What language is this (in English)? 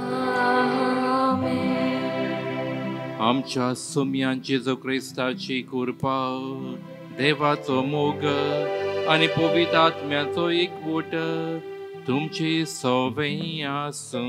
Konkani